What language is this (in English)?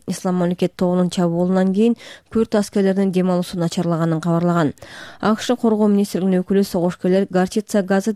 Kyrgyz